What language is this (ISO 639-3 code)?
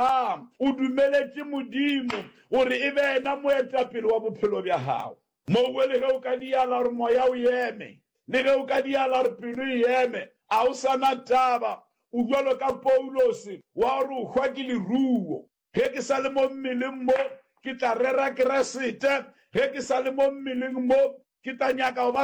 nso